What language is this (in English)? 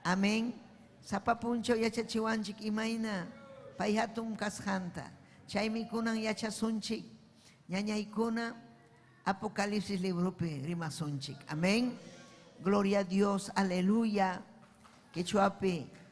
Ayacucho Quechua